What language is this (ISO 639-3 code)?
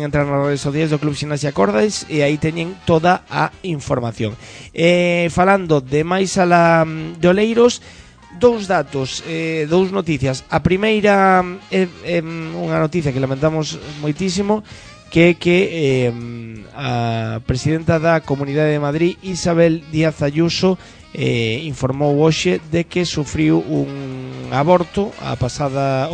glg